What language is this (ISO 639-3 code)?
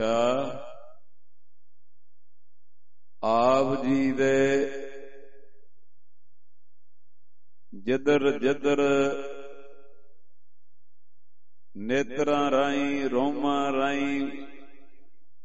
pan